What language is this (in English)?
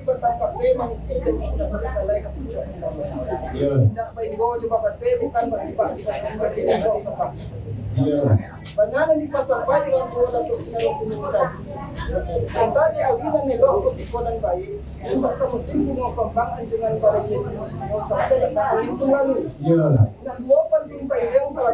Minangkabau